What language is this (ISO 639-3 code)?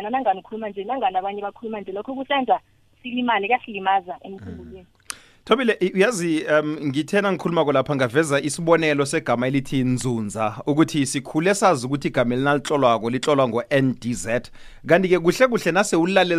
nbl